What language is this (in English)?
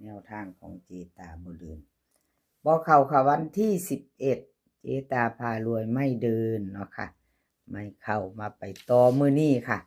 Northeastern Thai